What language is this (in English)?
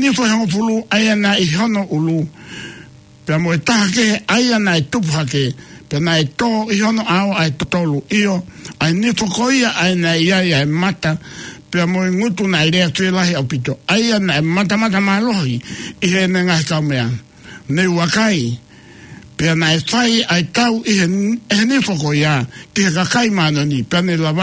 Tongan